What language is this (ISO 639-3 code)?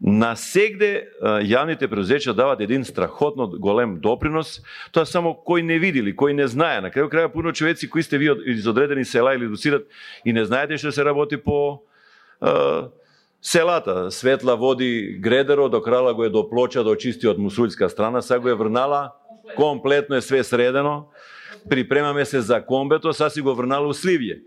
mkd